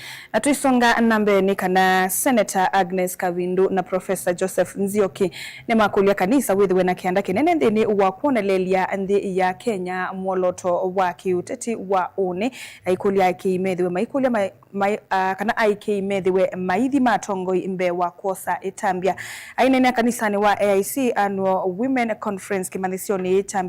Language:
Kamba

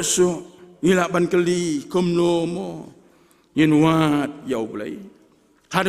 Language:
Khasi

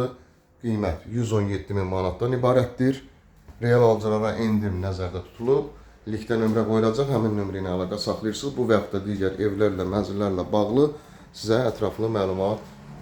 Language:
Azerbaijani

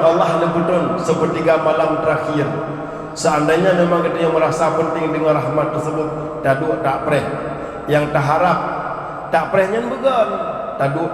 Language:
Achinese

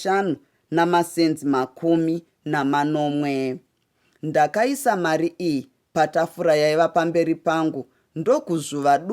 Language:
Shona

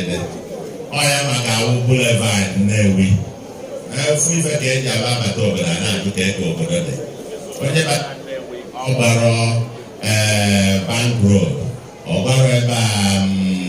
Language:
Igbo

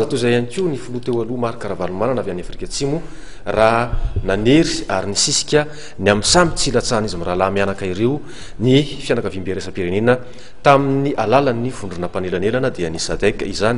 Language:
Malagasy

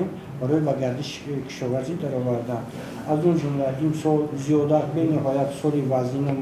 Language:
Tajik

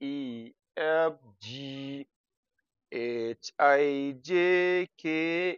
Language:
Hausa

